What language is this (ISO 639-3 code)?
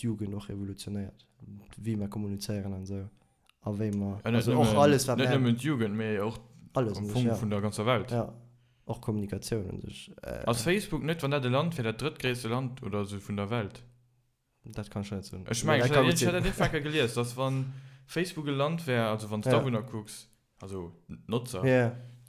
ltz